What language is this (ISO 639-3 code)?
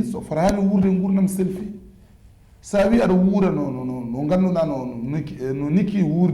ful